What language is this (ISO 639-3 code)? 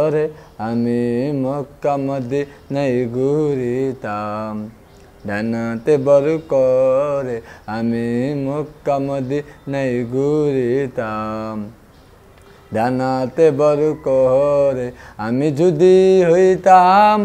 ben